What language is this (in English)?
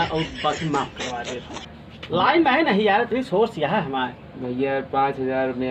Awadhi